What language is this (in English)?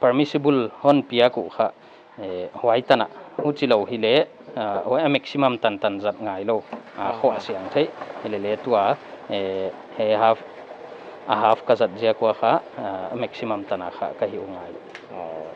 Paite Chin